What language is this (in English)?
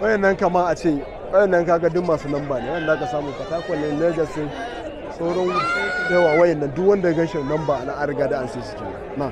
Hausa